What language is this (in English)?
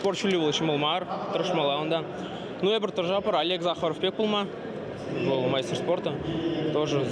Chuvash